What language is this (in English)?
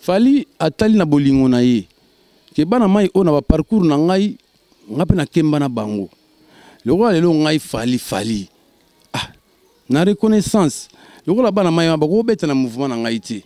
Lingala